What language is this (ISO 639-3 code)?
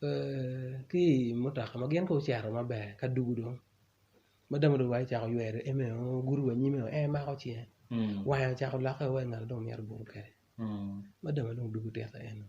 ach